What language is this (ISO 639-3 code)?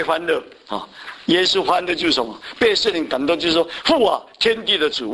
zho